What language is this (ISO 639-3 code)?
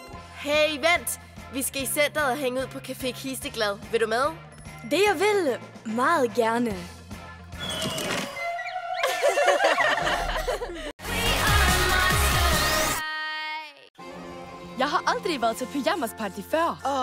dan